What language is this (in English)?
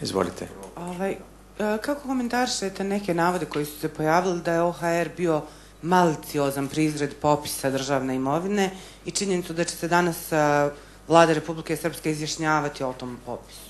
Bosnian